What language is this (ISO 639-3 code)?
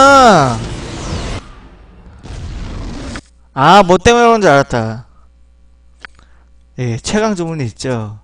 kor